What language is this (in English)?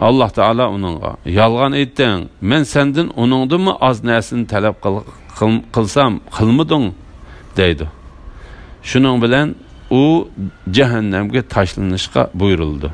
Uyghur